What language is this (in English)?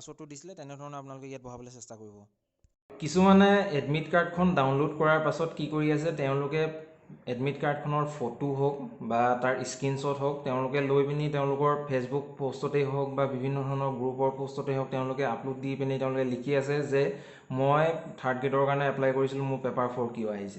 Assamese